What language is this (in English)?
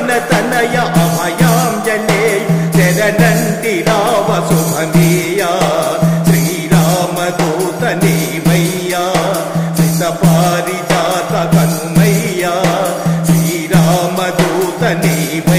Telugu